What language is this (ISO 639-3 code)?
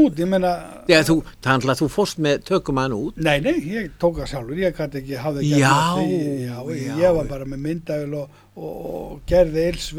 isl